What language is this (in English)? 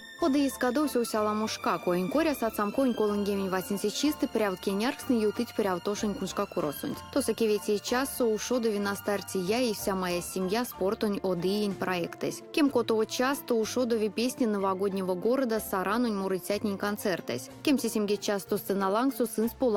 Erzya